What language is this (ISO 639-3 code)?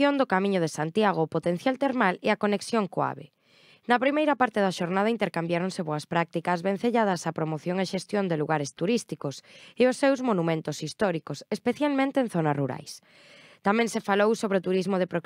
glg